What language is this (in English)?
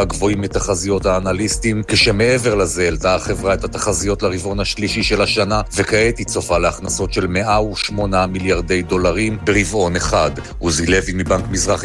Hebrew